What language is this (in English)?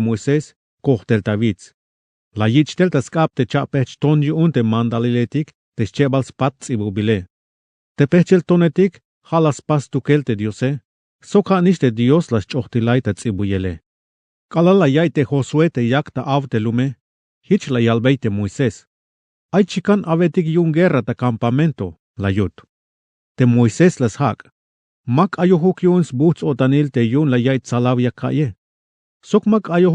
Tzeltal